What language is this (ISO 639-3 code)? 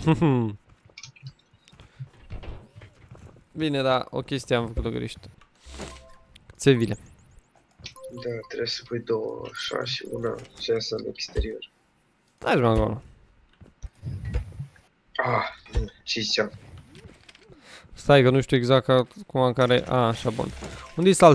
ron